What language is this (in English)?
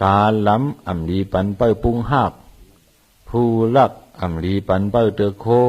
Shan